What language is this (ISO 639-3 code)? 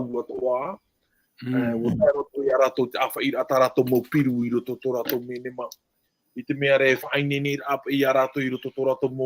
tah